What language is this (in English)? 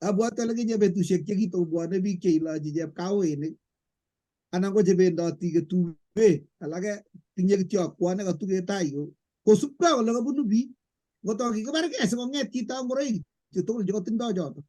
Kalenjin